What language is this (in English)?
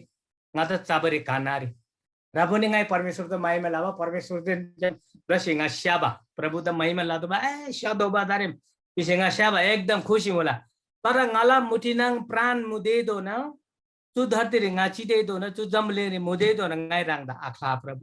Eastern Tamang